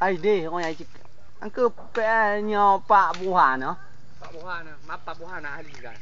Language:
Achinese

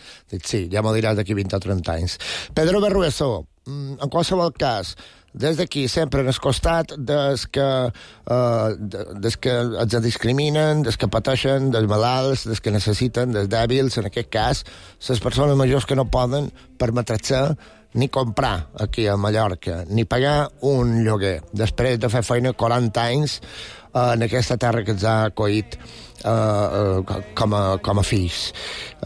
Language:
Catalan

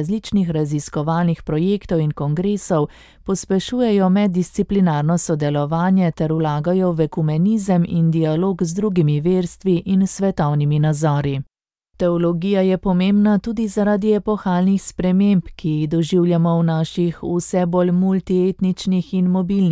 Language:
Slovenian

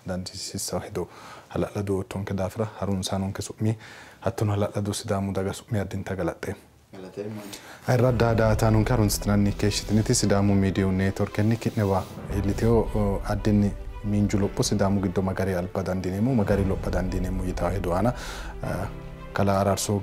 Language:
Sidamo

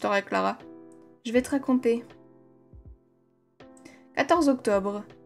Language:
French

